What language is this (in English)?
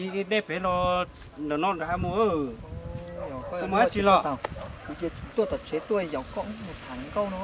Hmong